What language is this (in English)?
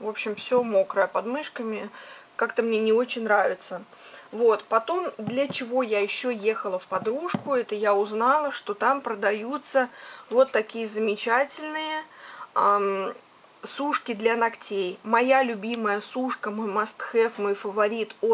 Russian